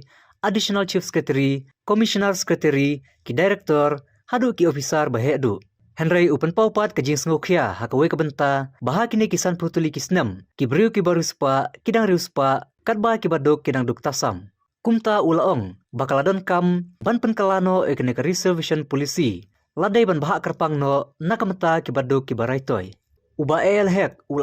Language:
Khasi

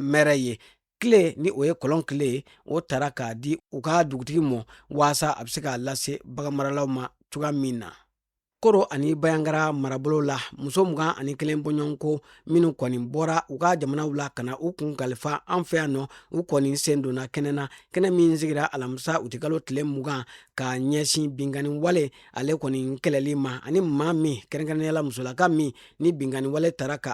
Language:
Bambara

